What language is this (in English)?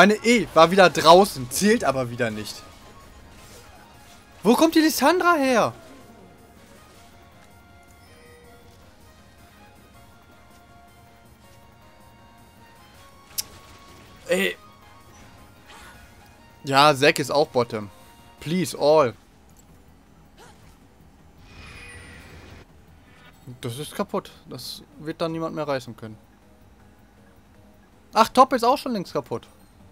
German